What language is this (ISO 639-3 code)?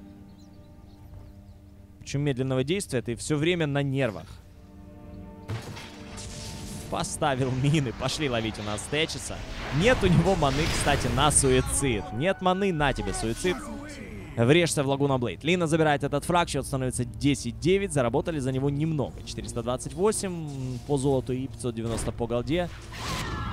rus